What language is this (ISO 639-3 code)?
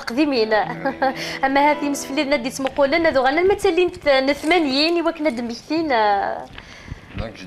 kab